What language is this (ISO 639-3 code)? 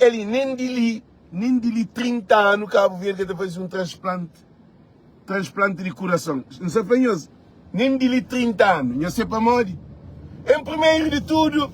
kea